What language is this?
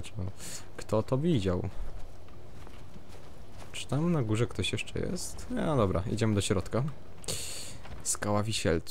Polish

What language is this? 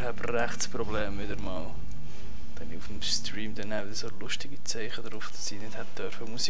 Swiss German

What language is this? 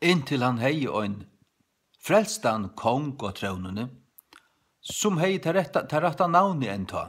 Faroese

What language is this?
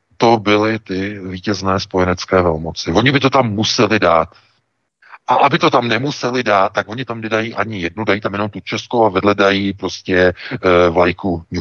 Czech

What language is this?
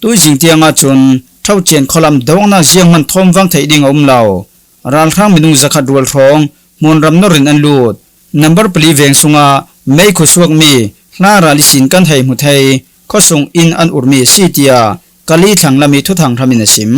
Falam Chin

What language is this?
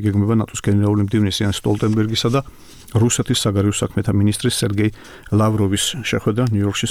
Georgian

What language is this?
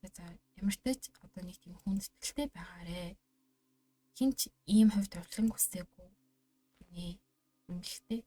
Mongolian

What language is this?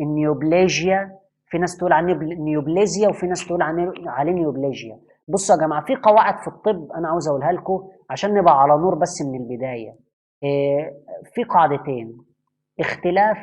Egyptian Arabic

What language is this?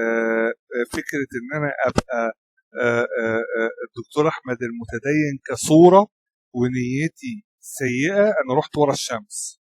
Egyptian Arabic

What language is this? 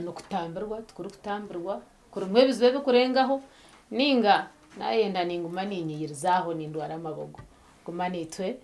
Nyankole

